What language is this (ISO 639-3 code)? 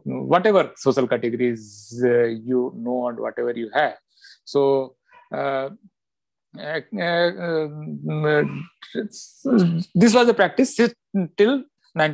eng